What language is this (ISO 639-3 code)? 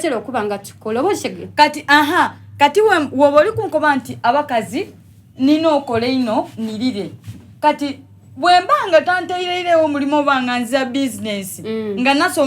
xog